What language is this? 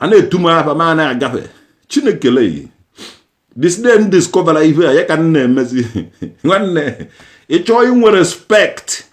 Igbo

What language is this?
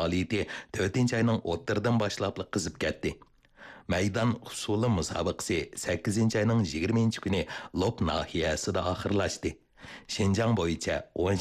Uyghur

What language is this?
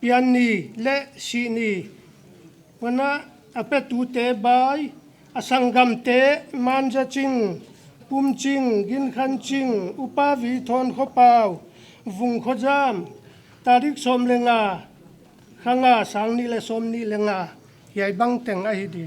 Paite Chin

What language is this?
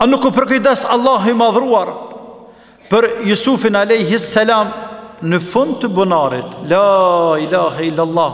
Albanian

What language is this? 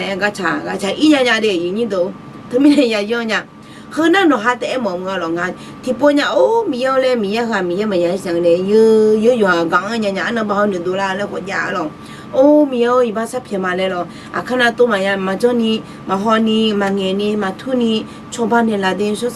Akha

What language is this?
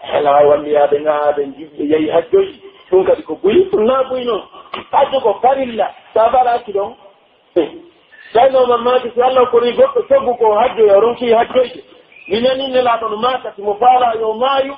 Pular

